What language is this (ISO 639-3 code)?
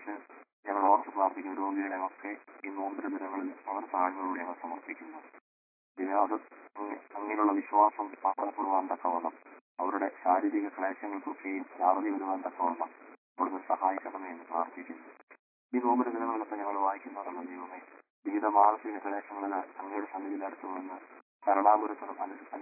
mal